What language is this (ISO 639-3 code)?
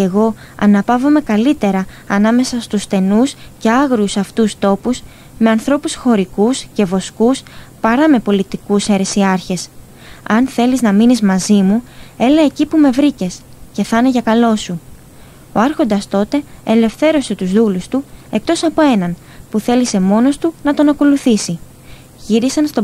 ell